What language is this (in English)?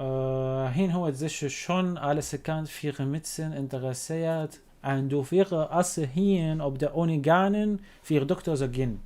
North Levantine Arabic